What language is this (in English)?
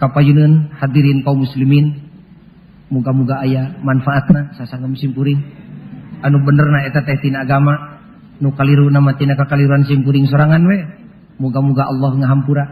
Sundanese